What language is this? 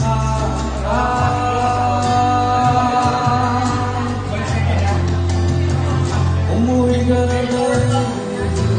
Filipino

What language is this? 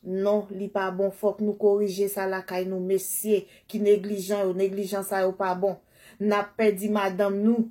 Haitian Creole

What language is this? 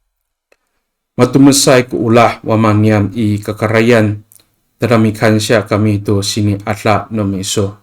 Amis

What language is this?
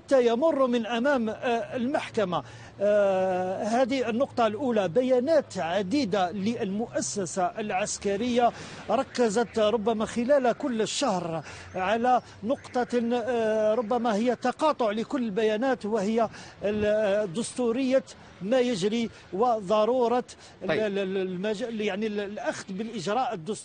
Arabic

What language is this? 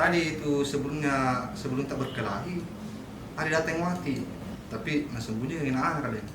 Makassar Malay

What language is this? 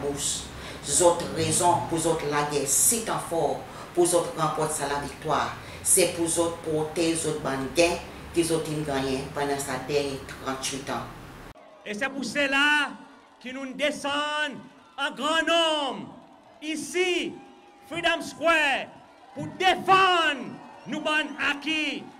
Seselwa Creole French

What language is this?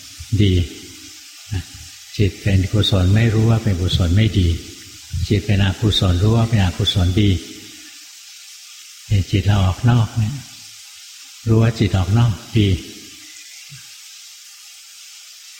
Thai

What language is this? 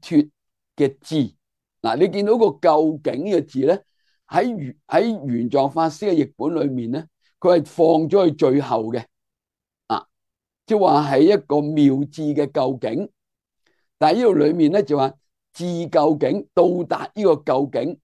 Cantonese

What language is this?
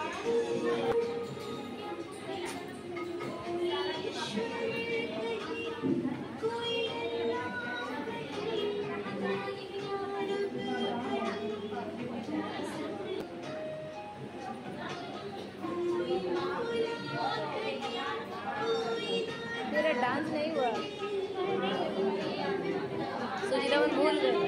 Hindi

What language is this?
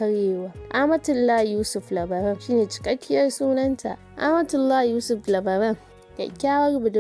Hausa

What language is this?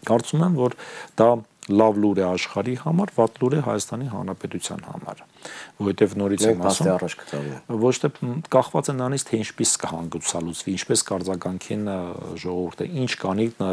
Armenian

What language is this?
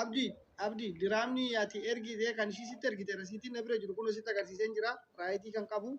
Oromo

